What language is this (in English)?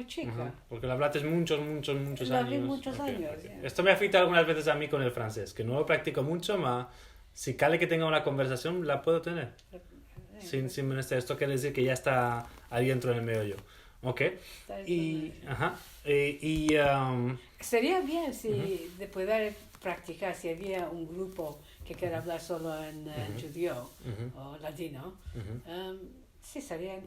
Ladino